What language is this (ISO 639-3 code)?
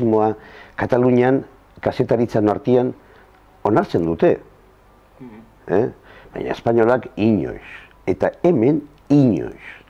eus